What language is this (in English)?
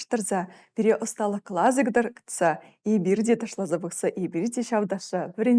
Chuvash